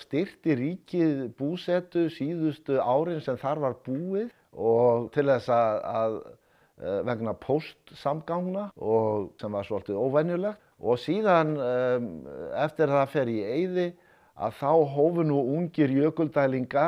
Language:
Icelandic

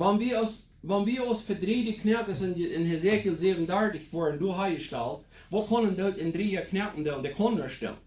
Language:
Plautdietsch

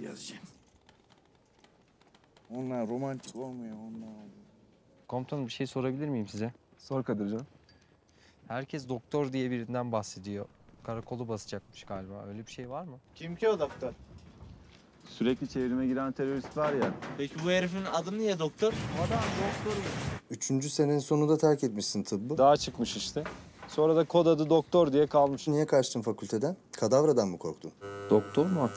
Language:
Turkish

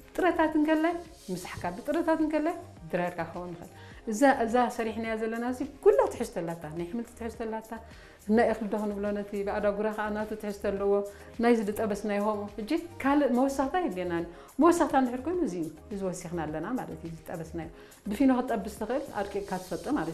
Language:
Tigrinya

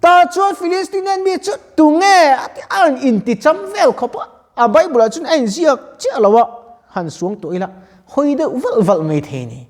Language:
Mizo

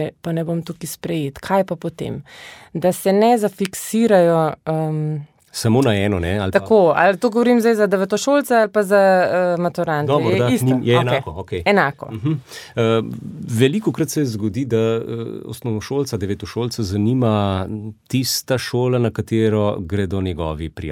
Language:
Slovenian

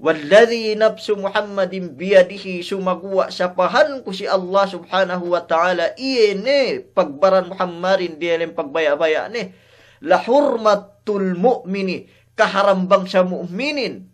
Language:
Yakan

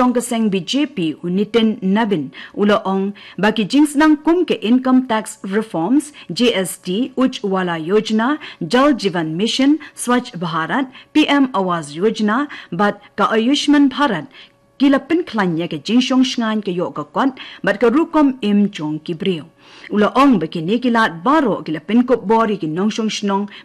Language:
Khasi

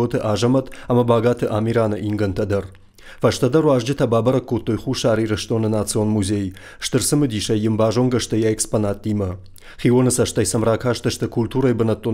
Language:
Ossetic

